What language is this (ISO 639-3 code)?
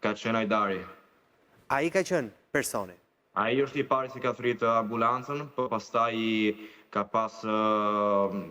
sqi